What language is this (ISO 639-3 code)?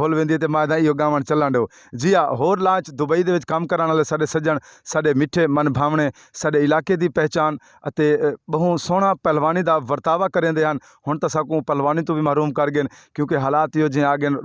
skr